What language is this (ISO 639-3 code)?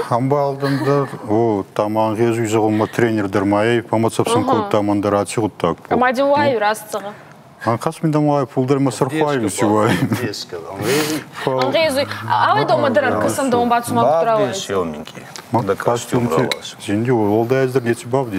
oss